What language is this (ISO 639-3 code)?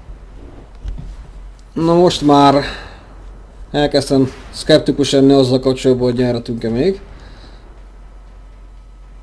hun